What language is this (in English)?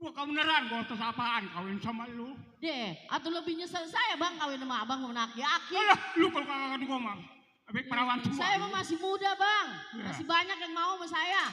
Betawi